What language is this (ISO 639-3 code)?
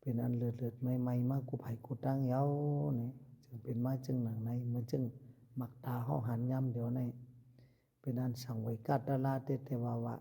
shn